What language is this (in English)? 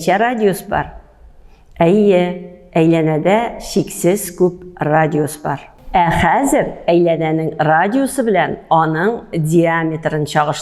Tatar